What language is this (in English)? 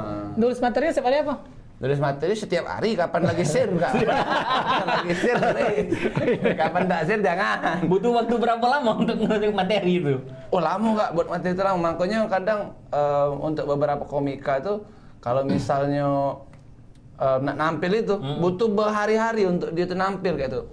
Musi